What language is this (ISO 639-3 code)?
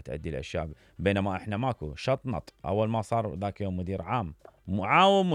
acm